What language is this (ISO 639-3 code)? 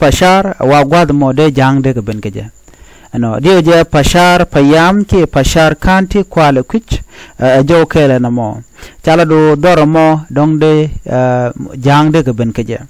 nus